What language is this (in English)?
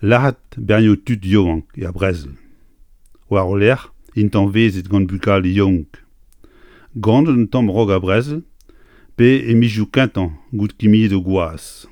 Breton